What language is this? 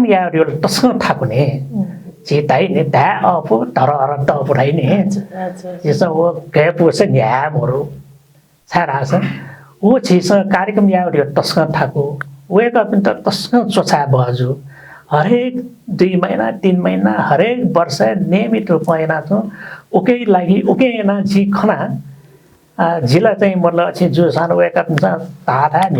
Newari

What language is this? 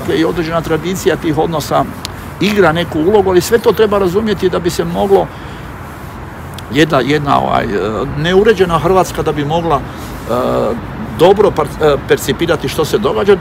Croatian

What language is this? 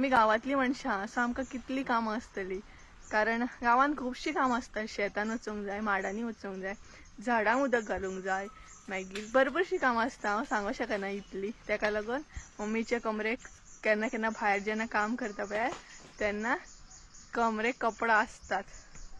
Konkani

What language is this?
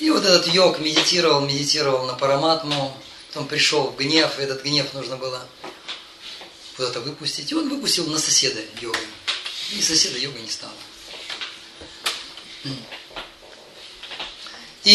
Russian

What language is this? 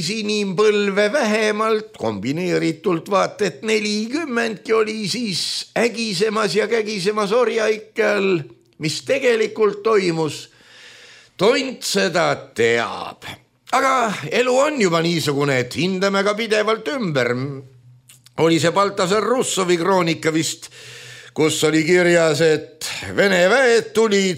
Estonian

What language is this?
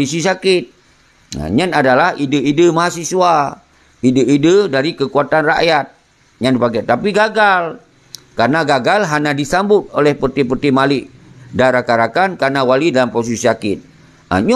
Achinese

